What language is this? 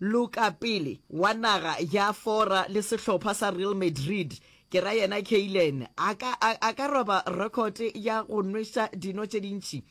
Northern Sotho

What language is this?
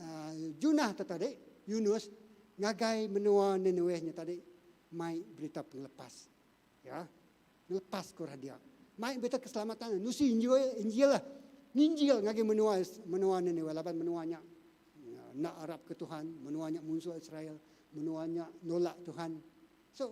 Iban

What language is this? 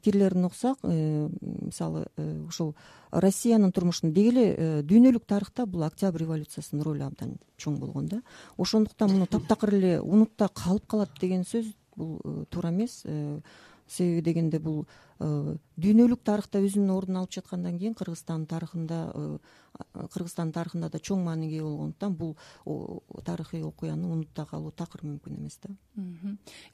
Kyrgyz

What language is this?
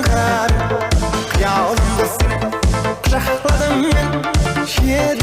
Kara-Kalpak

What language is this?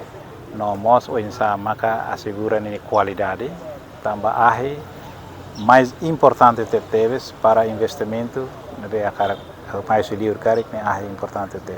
Tetum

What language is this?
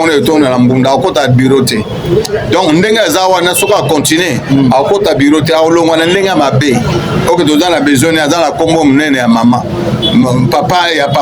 Lingala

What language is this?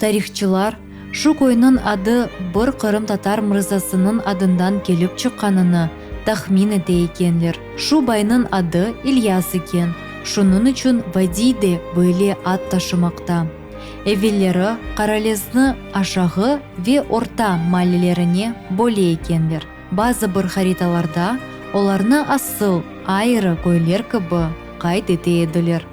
Crimean Tatar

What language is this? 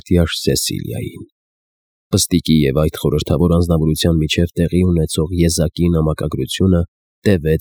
Armenian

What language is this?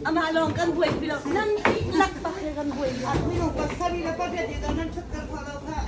Hakha Chin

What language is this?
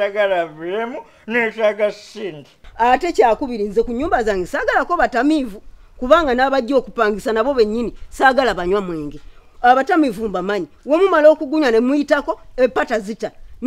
Ganda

